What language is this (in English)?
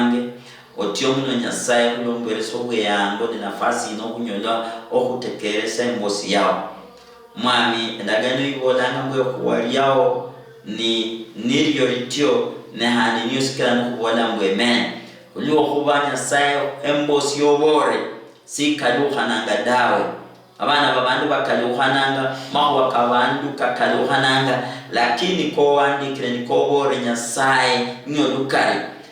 Luyia